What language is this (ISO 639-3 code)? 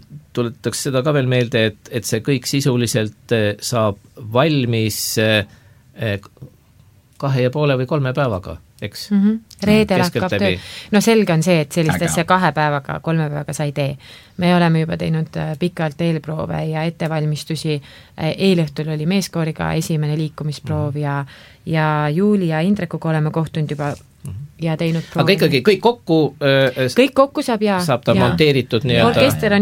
est